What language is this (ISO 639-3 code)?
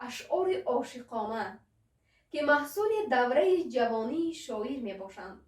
tgk